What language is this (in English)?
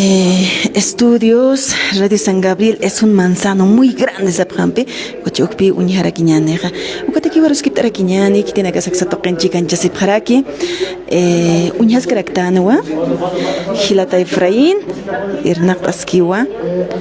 Aymara